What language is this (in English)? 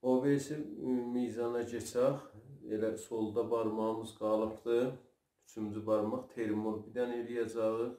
South Azerbaijani